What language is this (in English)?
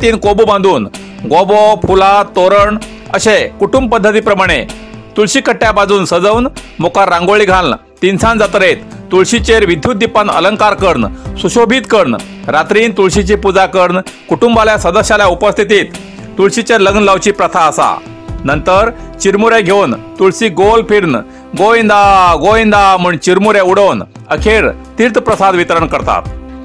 Konkani